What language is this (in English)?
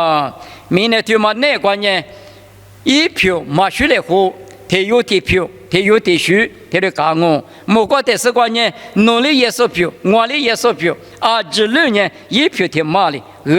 Lisu